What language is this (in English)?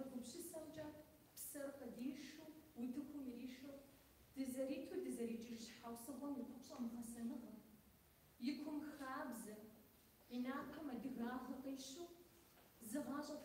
Kabardian